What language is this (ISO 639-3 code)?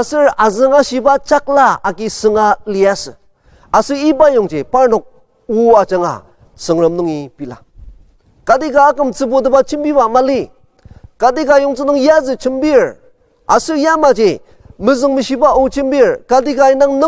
njo